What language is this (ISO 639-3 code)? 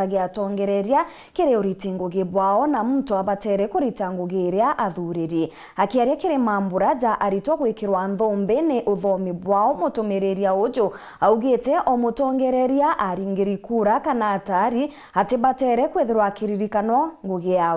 mer